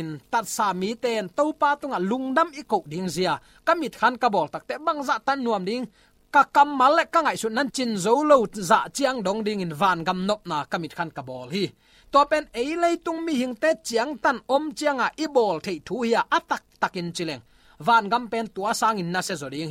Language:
Tedim Chin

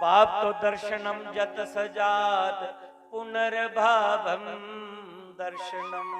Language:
Dogri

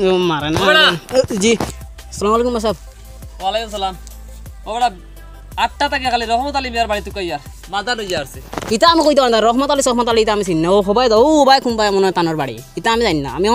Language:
Sylheti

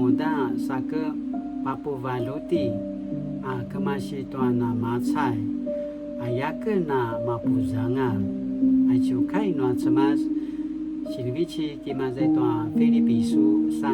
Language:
Paiwan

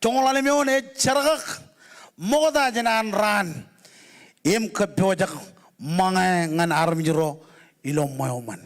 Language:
Marshallese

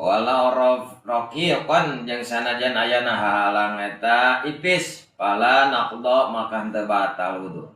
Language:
Sundanese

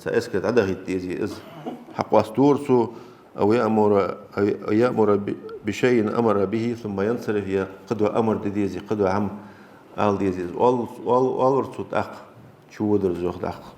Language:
Ingush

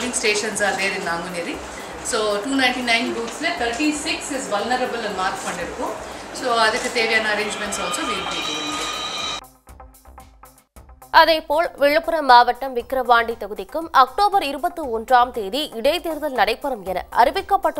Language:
Tamil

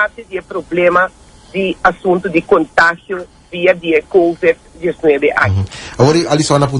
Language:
Papiamento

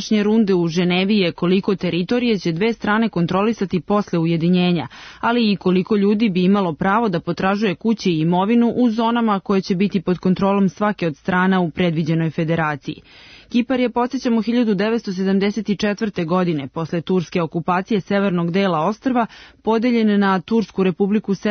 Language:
Serbian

